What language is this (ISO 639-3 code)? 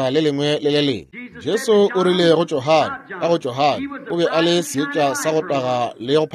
nso